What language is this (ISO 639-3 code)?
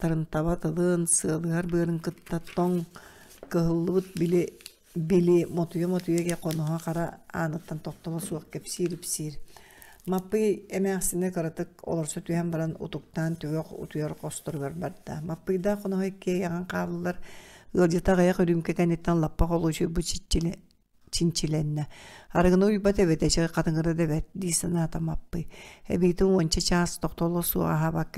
sah